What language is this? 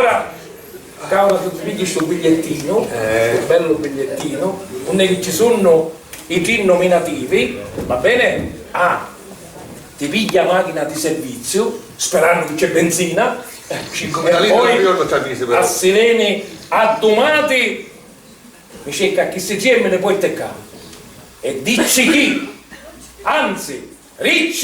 Sicilian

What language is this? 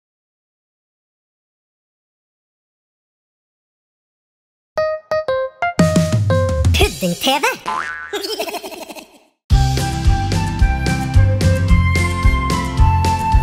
Norwegian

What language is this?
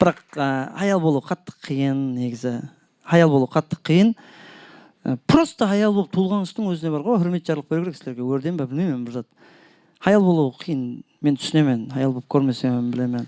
Kara-Kalpak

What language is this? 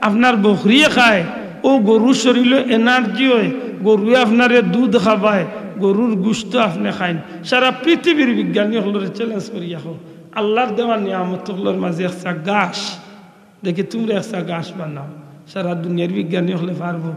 Sylheti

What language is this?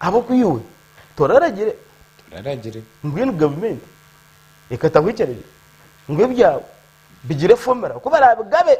Nyankole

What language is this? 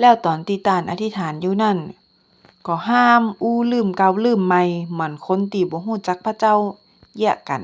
Northern Thai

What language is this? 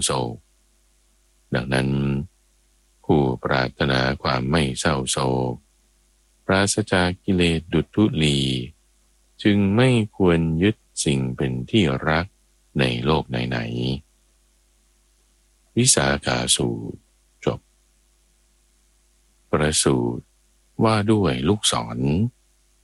Thai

